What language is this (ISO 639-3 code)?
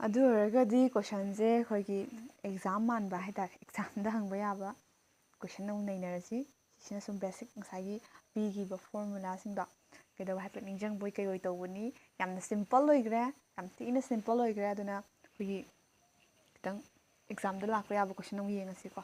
mni